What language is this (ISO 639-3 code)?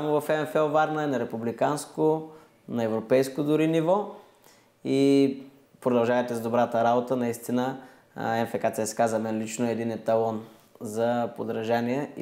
bul